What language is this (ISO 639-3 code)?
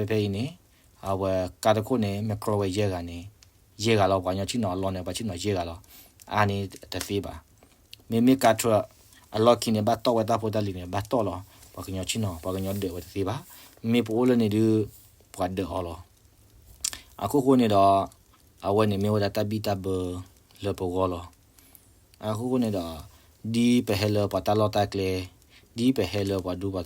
ksw